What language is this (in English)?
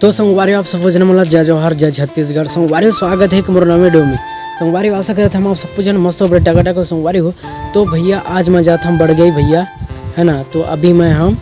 Chhattisgarhi